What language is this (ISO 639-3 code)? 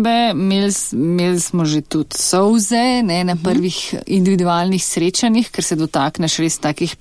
slv